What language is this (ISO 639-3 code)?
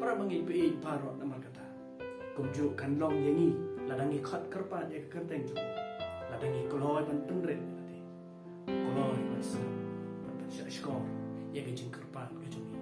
kha